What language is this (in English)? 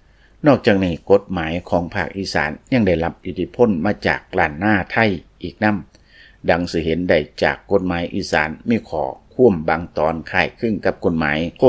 Lao